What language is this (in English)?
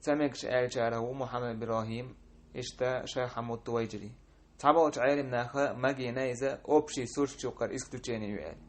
Chechen